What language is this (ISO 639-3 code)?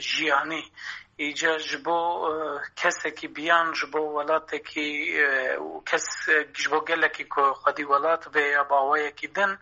kur